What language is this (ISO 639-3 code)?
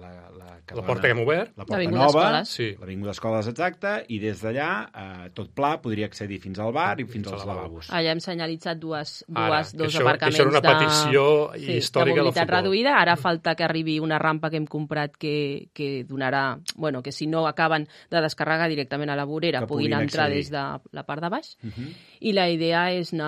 cat